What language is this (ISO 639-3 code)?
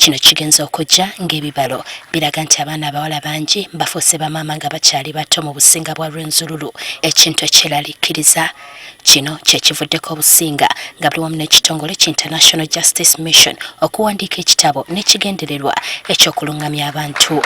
lug